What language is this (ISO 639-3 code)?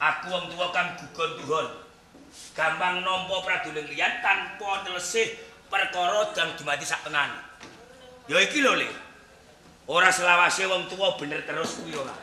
jav